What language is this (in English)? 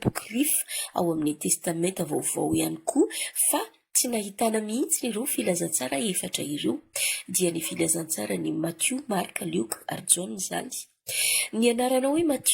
Malagasy